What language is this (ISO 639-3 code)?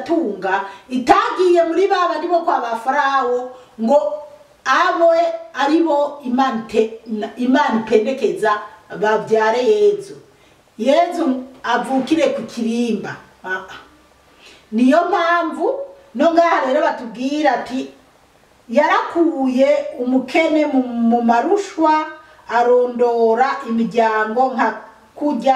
run